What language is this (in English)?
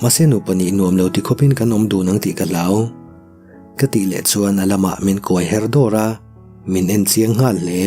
Mizo